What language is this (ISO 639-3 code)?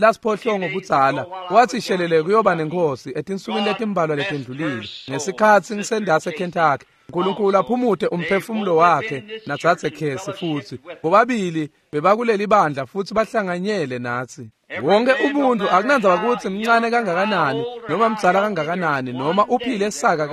ssw